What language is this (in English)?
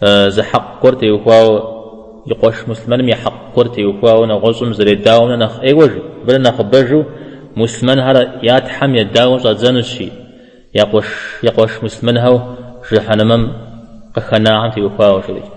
Kabardian